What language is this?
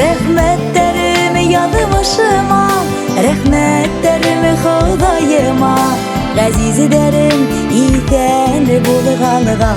Bashkir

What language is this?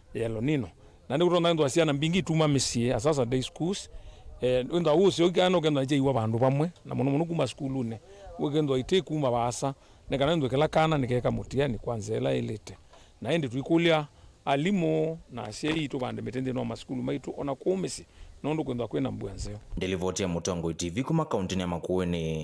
Kamba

